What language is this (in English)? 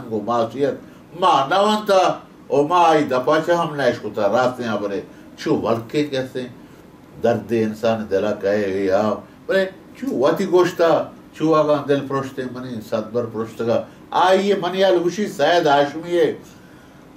Baluchi